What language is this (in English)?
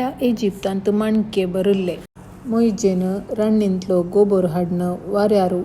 Konkani